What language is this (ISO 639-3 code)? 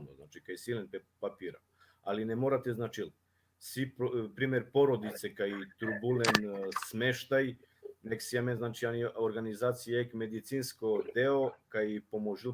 rmn